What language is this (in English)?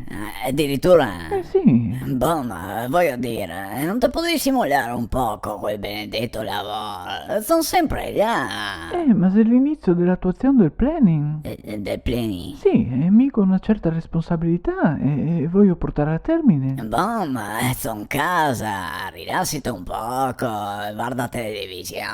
Venetian